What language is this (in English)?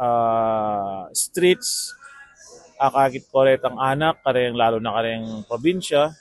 Pampanga